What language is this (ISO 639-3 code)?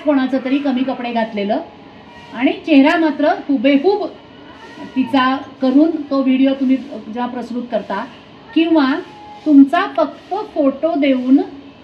mar